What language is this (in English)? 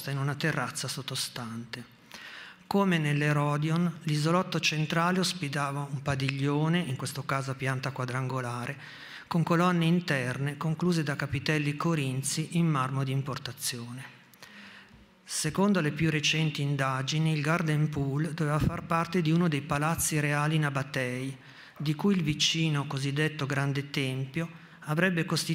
Italian